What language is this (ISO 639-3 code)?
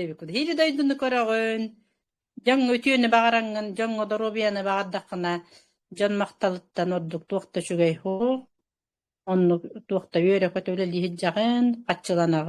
sah